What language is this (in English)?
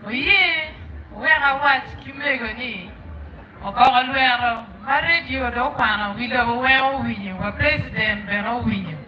Acoli